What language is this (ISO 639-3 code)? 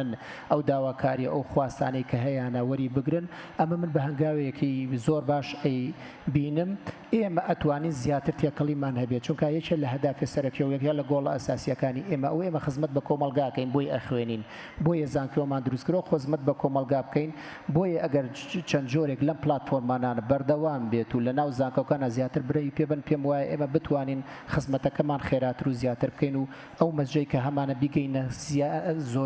ckb